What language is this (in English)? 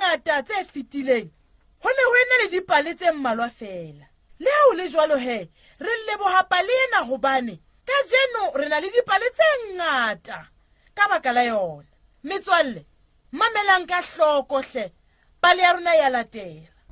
Southern Sotho